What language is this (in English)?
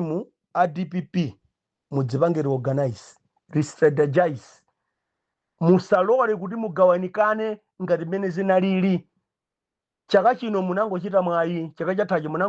Nyanja